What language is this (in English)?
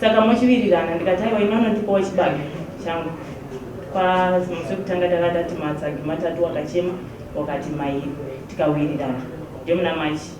Shona